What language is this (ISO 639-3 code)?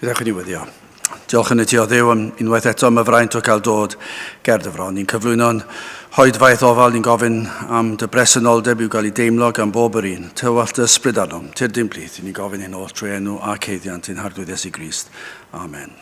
cym